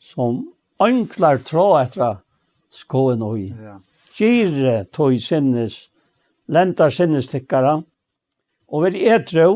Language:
Faroese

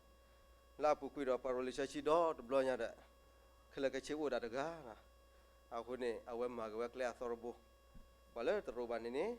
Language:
S'gaw Karen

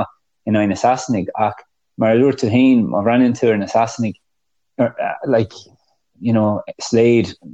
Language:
Irish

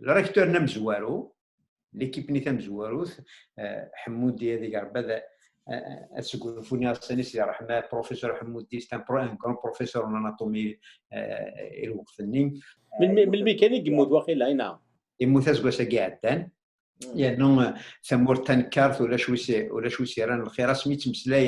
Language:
Kabyle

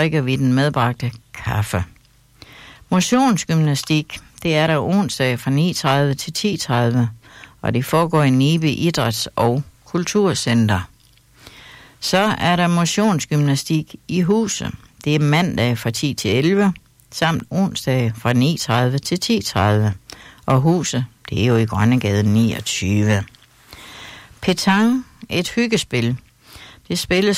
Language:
Danish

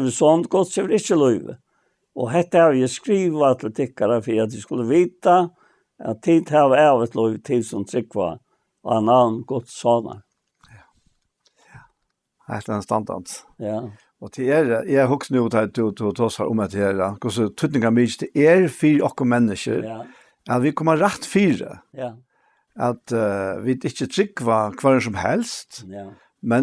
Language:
Faroese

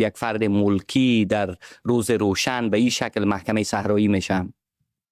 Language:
Persian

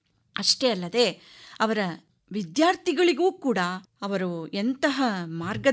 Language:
Kannada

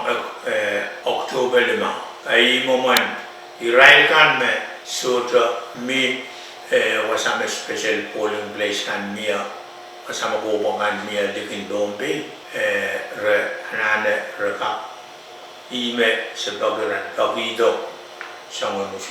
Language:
Pohnpeian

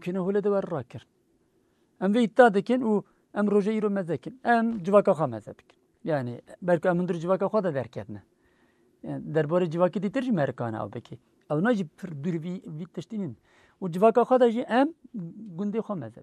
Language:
Kurdish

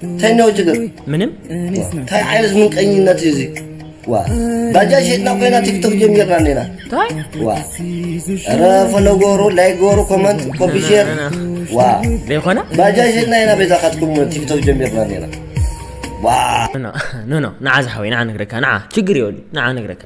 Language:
Tigrinya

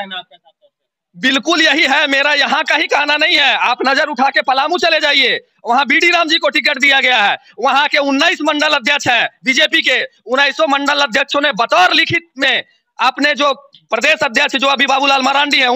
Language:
Hindi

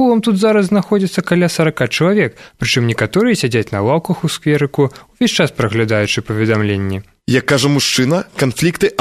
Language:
Belarusian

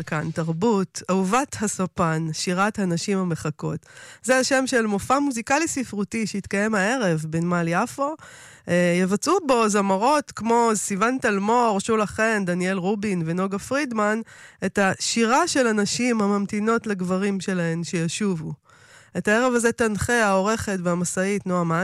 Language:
Hebrew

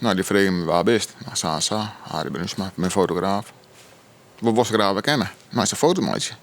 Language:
Western Frisian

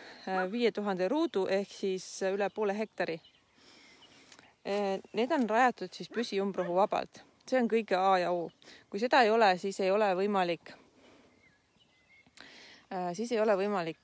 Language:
Estonian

